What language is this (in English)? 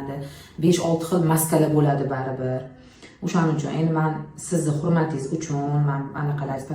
Uzbek